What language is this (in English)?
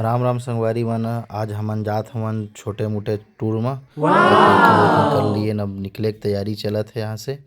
Chhattisgarhi